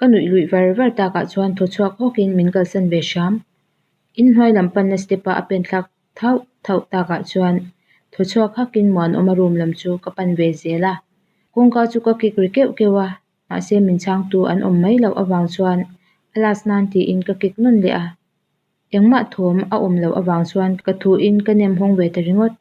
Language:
Mizo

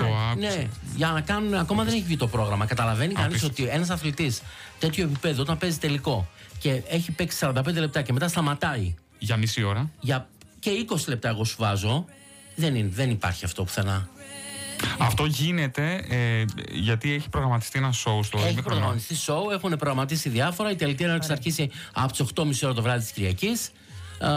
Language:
Greek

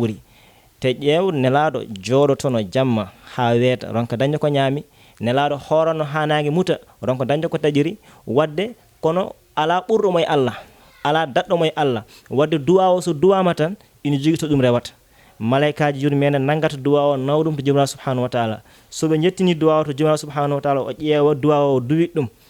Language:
Fula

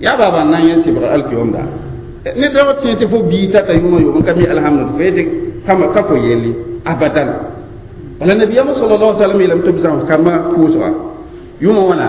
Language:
Mossi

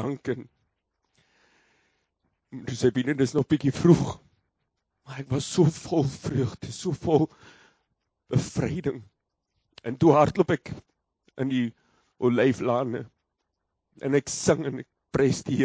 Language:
Afrikaans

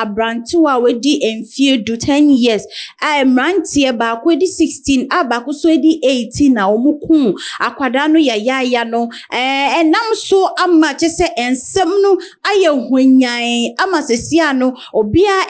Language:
Akan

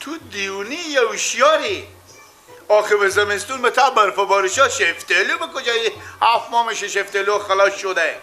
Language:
Persian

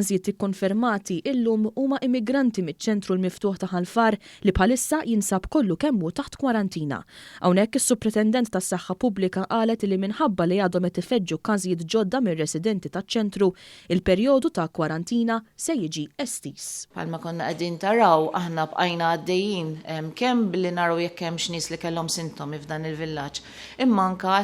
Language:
Maltese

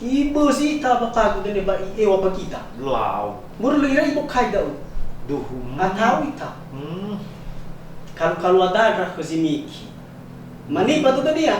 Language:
Nias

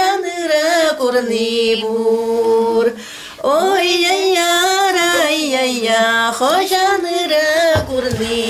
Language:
Chuvash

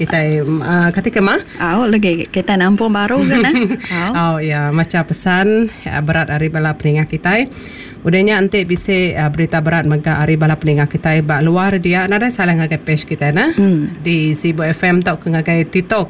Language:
Iban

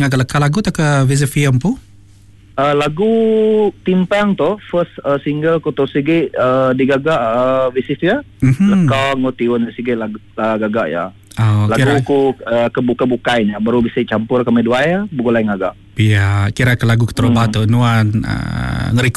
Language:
Iban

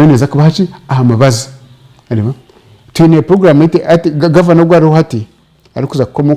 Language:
Nyankole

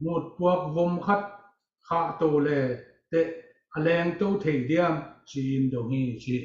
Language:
Tedim Chin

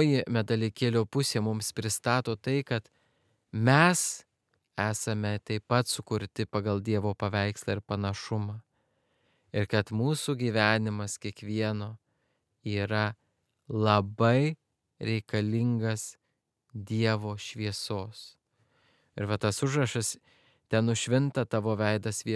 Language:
Lithuanian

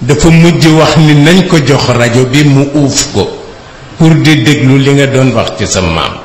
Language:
Wolof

